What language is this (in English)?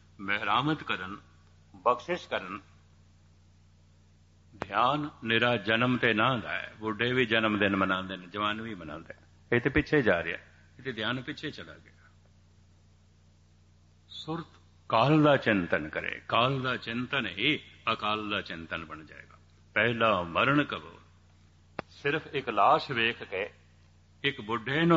Punjabi